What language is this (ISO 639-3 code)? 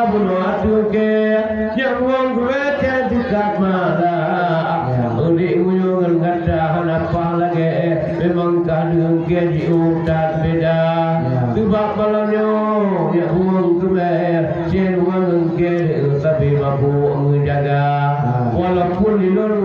ace